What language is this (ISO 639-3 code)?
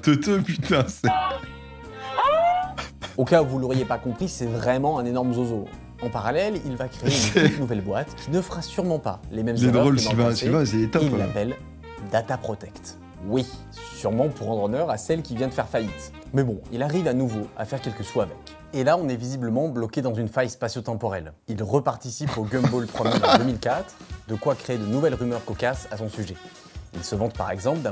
fra